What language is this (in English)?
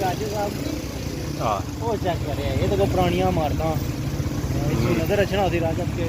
Pahari-Potwari